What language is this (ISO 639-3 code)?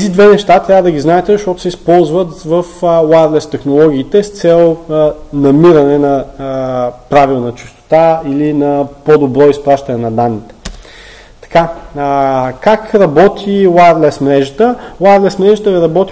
bul